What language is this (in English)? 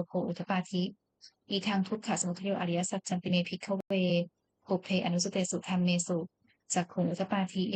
Pali